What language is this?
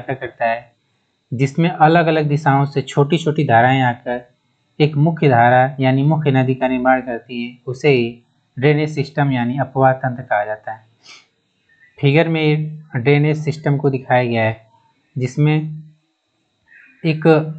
Hindi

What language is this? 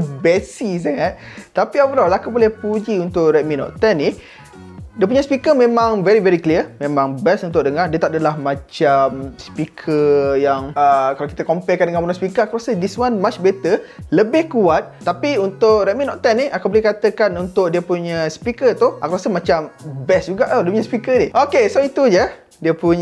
Malay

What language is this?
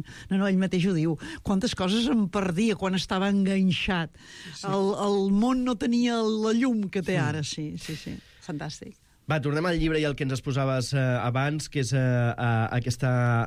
Catalan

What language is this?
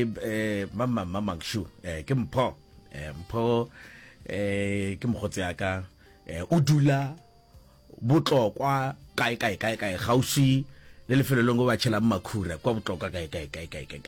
Northern Sotho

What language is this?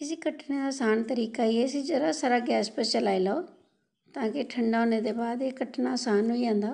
Dogri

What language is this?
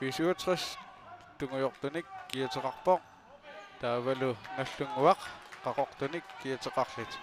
Kalaallisut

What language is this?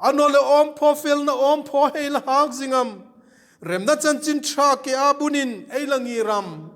Hmar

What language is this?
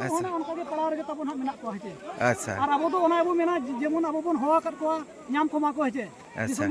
Santali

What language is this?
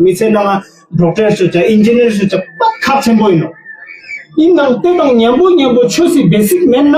Ladakhi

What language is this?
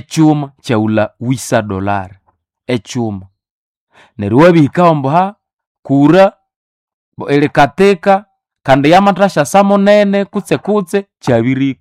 Nande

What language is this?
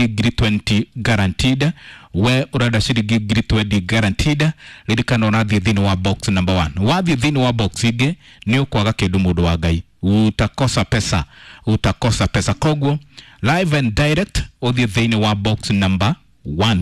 Kikuyu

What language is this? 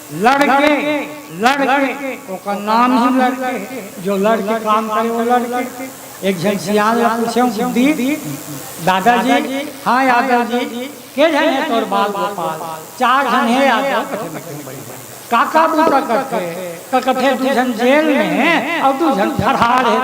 Chhattisgarhi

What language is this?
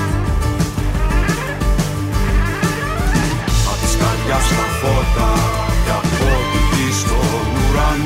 Greek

